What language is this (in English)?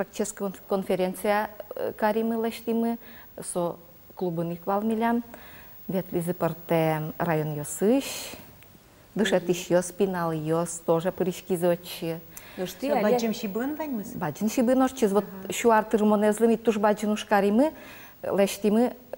Udmurt